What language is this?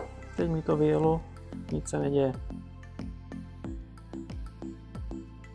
Czech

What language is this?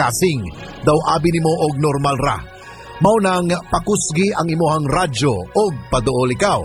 Cebuano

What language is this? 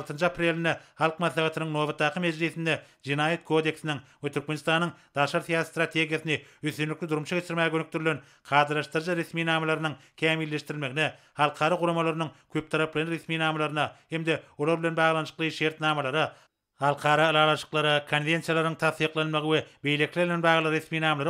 Turkmen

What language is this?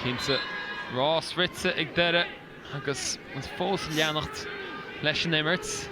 Irish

